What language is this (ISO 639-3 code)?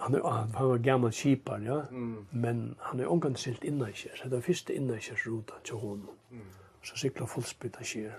fao